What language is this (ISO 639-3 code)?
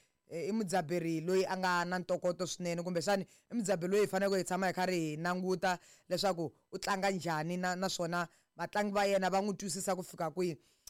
tso